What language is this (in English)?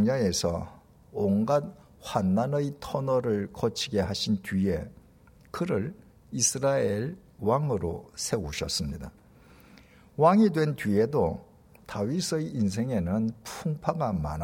Korean